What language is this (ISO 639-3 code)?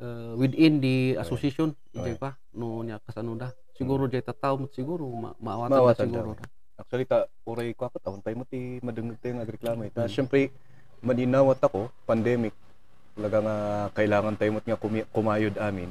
ilo